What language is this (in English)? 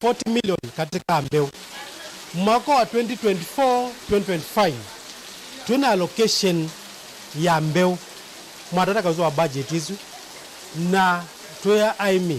Kamba